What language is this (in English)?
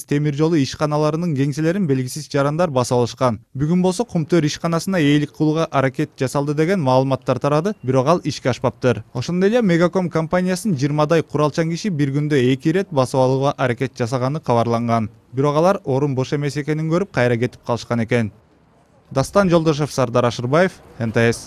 Kyrgyz